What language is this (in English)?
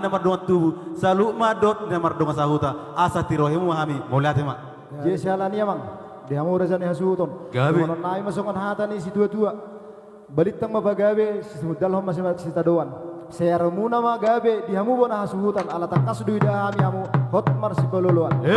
Batak Toba